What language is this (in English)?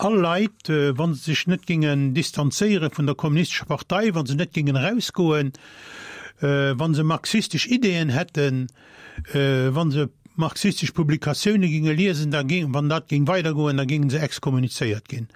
Luxembourgish